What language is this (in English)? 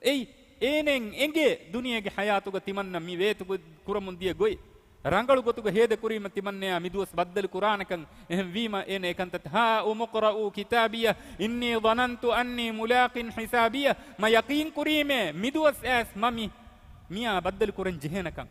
Divehi